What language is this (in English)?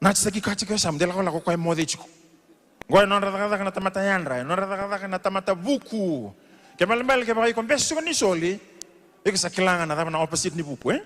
Fijian